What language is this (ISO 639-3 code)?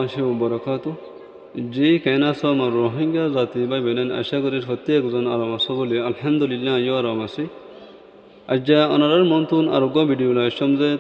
rhg